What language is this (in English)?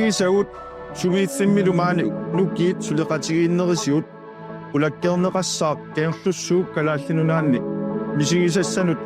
Kalaallisut